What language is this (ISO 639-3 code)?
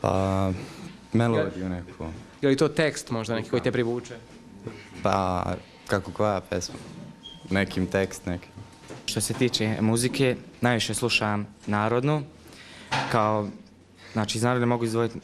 bos